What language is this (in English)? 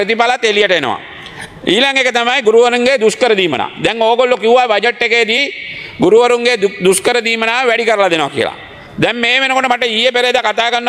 Sinhala